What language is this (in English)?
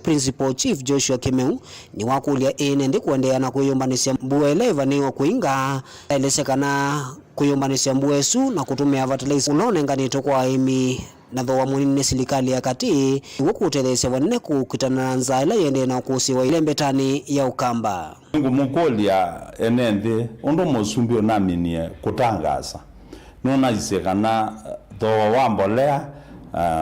Kamba